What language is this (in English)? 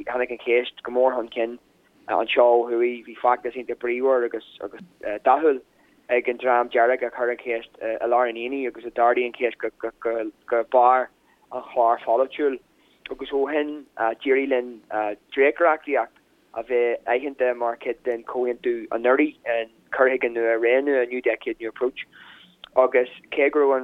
Irish